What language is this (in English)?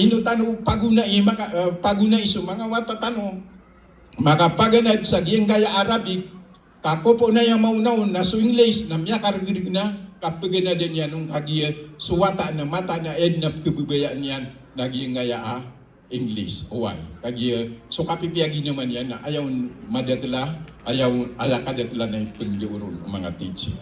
Maranao